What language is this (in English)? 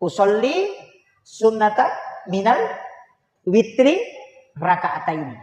Buginese